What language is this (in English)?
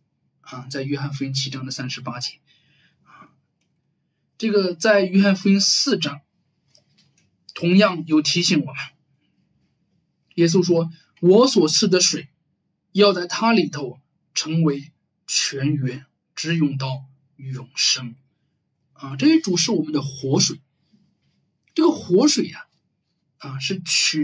Chinese